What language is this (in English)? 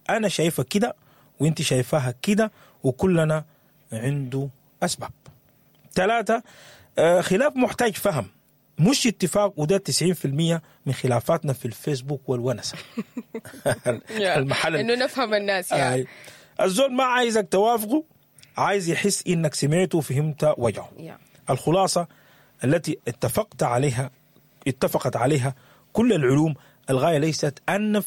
Sudanese Arabic